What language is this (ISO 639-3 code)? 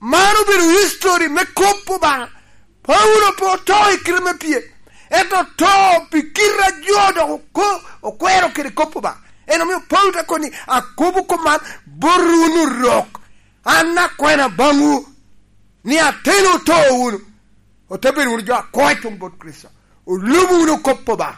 laj